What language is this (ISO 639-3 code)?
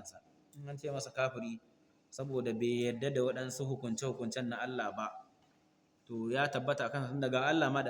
hau